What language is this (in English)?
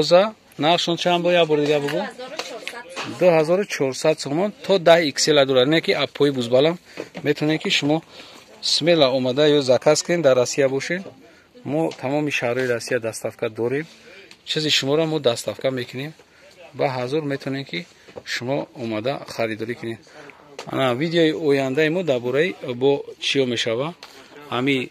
Tajik